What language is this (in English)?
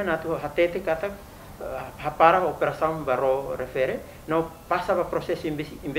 Tetum